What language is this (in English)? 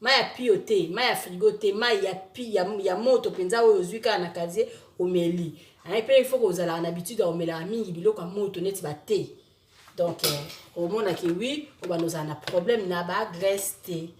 Lingala